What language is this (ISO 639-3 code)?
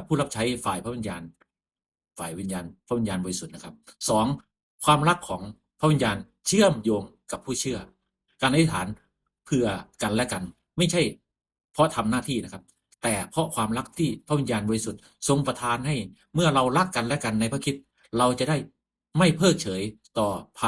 lao